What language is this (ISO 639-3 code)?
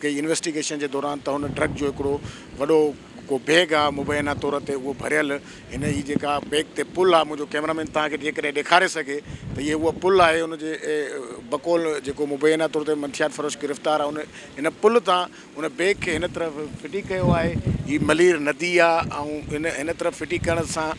snd